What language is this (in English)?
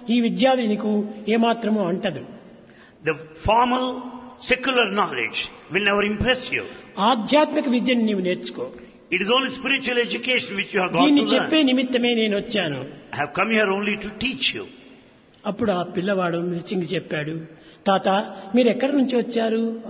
Telugu